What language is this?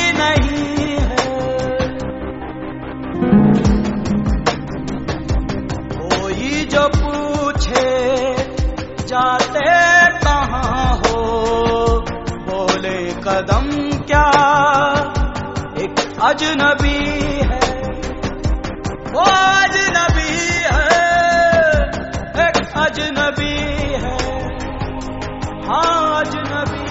Hindi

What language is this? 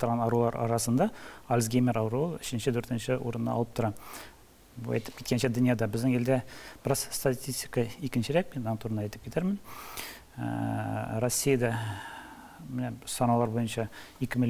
Tatar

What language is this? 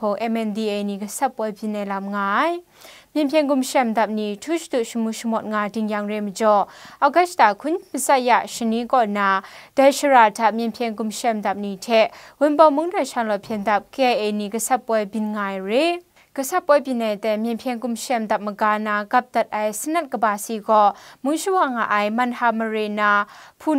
Kachin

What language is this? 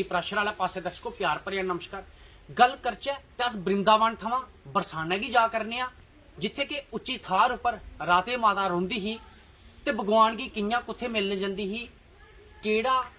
Dogri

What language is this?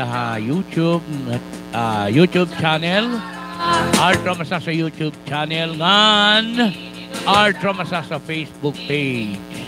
Waray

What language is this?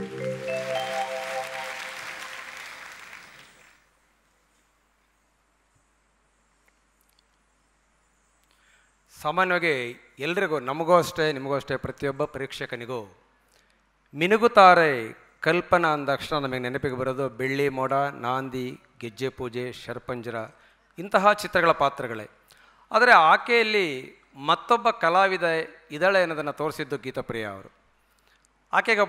Kannada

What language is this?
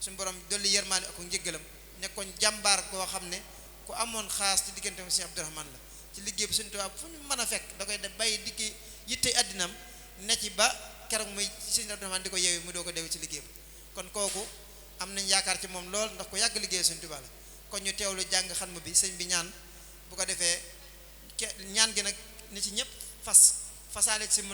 Wolof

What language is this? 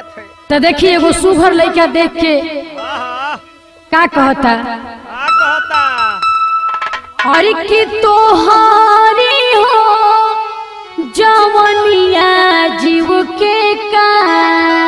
Bhojpuri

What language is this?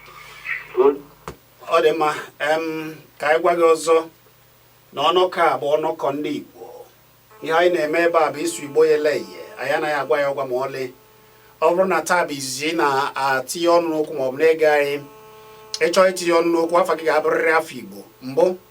Igbo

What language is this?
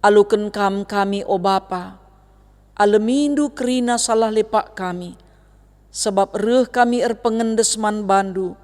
Batak Karo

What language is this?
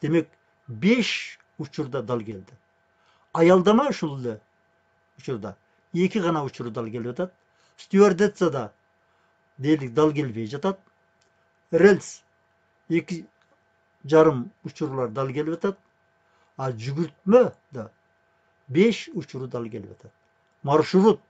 Kyrgyz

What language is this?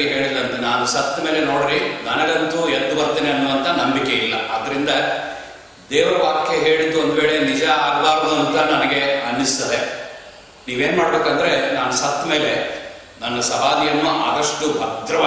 Kannada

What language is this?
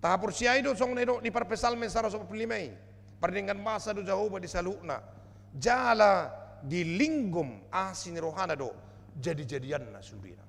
Batak Toba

